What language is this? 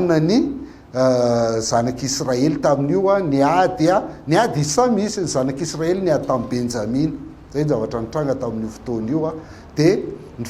Malagasy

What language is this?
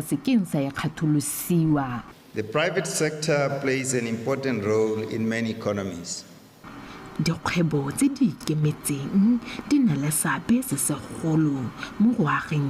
Tswana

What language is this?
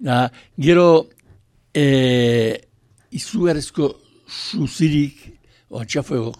Basque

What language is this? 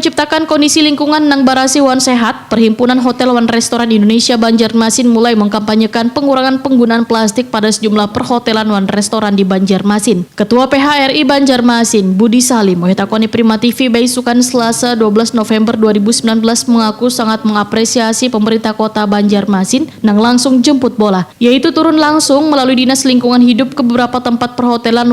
Banjar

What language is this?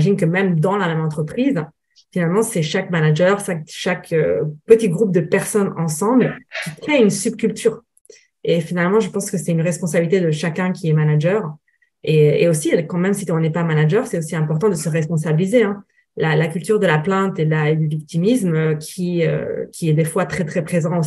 French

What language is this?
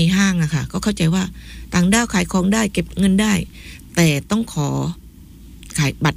Thai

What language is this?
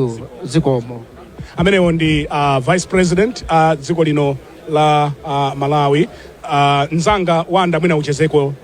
Nyanja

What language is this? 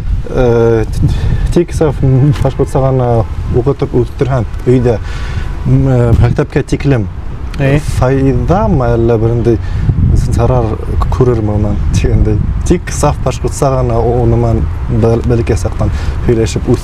Bashkir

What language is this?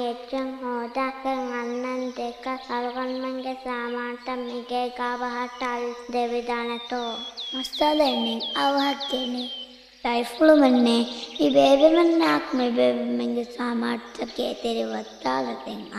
Divehi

